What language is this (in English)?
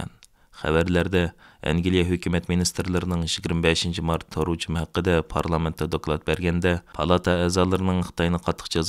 Uyghur